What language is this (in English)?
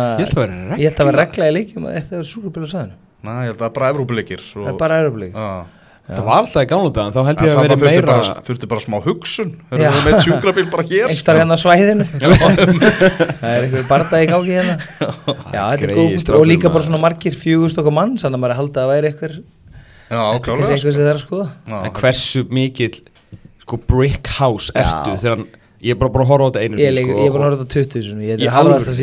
Icelandic